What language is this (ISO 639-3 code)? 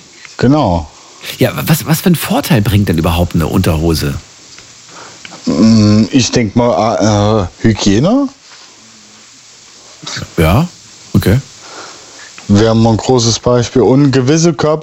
deu